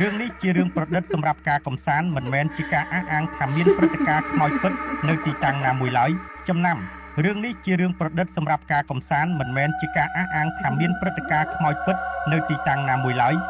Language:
Khmer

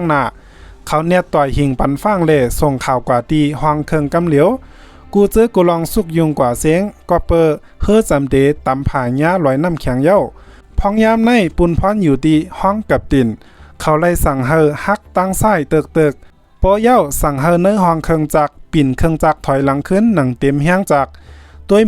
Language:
Shan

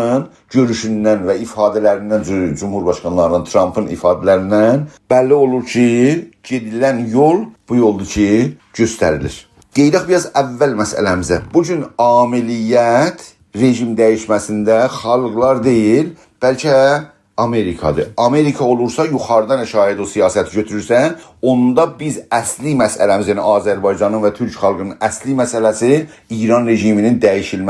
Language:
South Azerbaijani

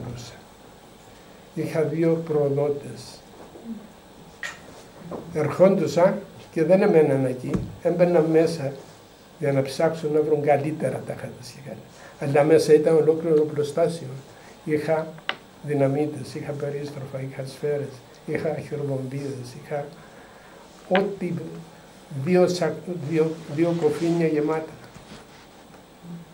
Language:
Greek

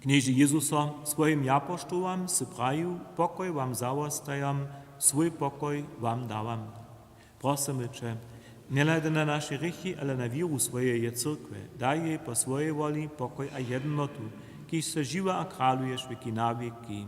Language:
Upper Sorbian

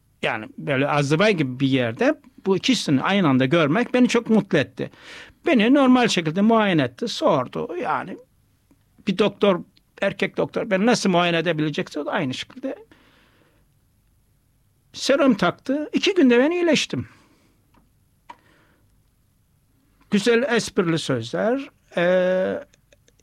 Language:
Turkish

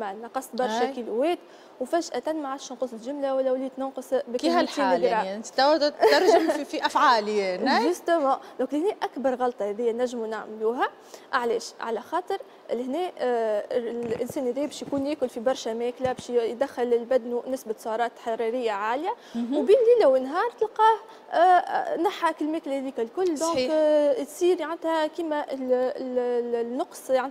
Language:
Tunisian Arabic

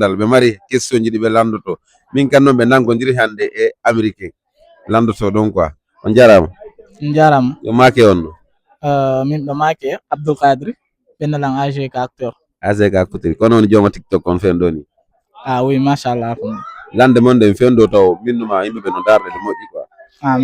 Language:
Fula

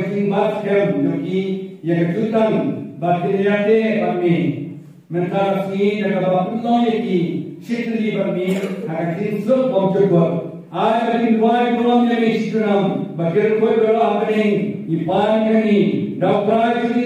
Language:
Khasi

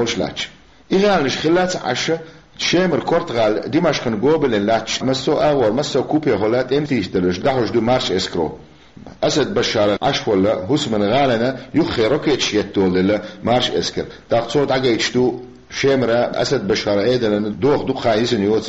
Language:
Chechen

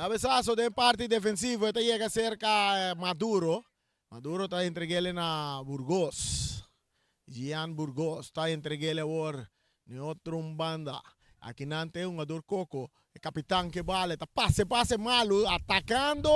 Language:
Papiamento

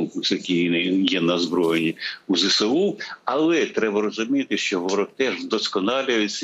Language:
Ukrainian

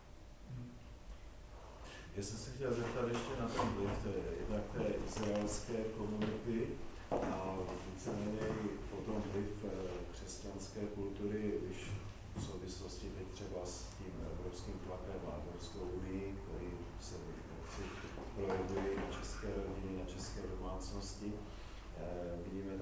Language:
Czech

